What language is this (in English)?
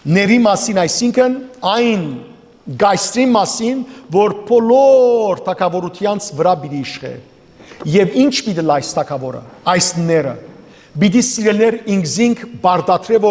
Western Armenian